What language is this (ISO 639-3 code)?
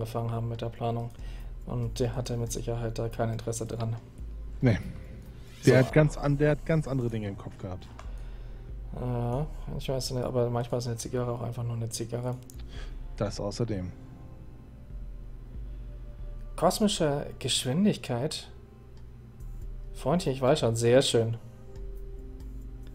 deu